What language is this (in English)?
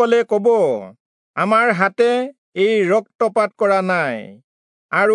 Assamese